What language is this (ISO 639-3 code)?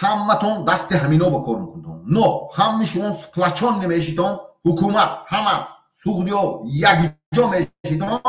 tgk